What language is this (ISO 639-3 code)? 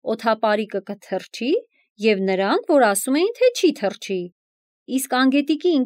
hye